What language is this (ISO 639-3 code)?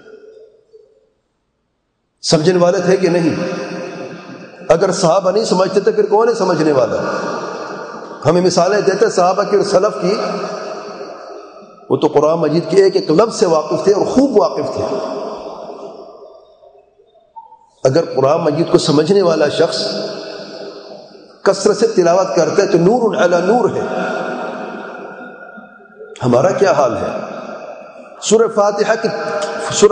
urd